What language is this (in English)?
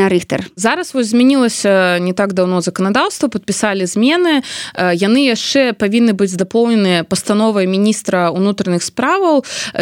Belarusian